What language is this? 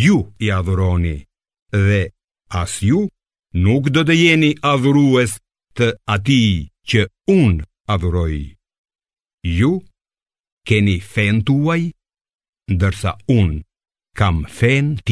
Albanian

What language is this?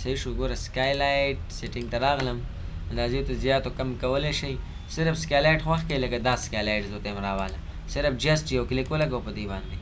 Pashto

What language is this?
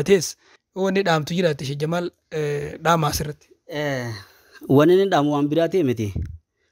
Oromo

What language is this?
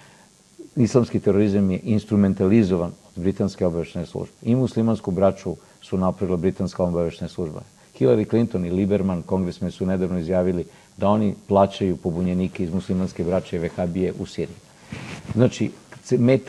Serbian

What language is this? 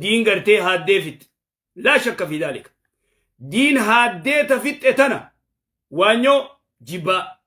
Oromo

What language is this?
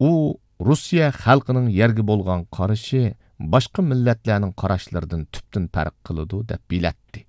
Uyghur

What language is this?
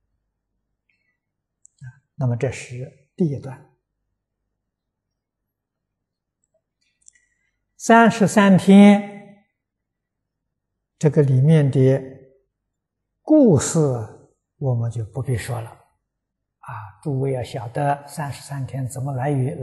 Chinese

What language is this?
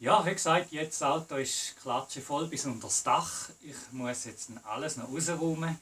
Swiss German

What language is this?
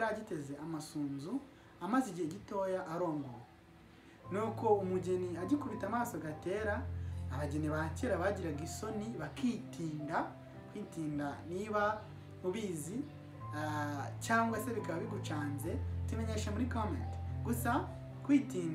Kinyarwanda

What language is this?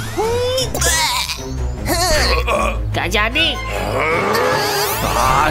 Indonesian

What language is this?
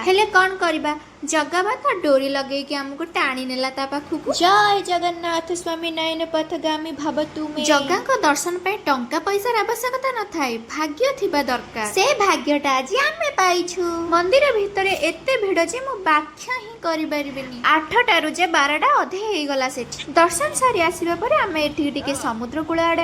Odia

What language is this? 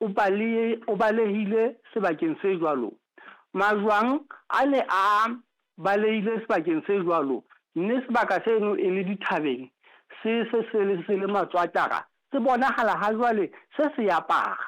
Southern Sotho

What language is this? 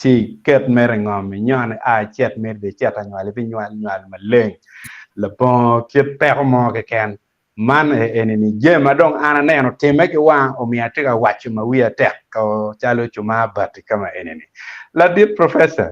Acoli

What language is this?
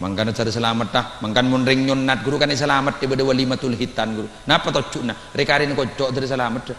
Madurese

